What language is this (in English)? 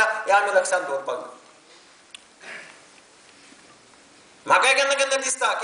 Konkani